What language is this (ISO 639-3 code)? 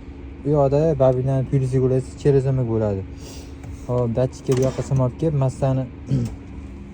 uzb